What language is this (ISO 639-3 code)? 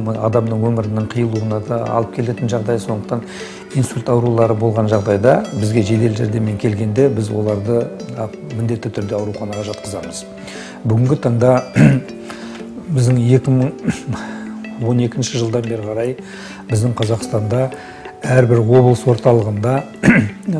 kaz